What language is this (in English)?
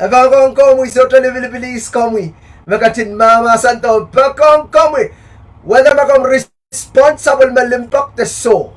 Pohnpeian